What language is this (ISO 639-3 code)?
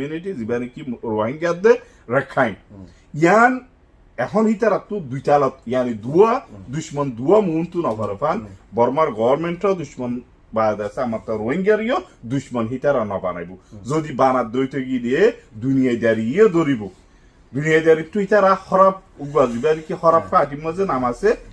rhg